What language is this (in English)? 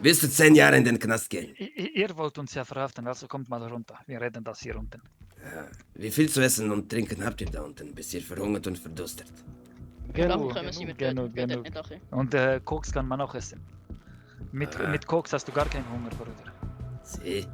Swiss German